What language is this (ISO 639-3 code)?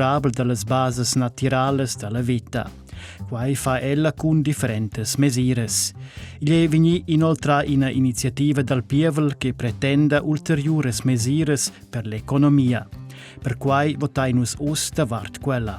roh